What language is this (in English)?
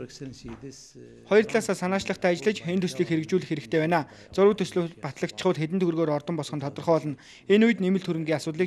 Mongolian